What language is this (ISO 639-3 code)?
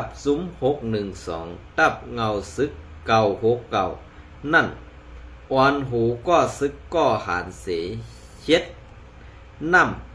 shn